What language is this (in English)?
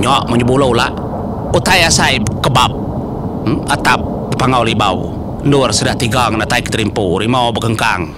Iban